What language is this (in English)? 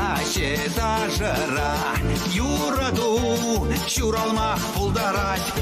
Chuvash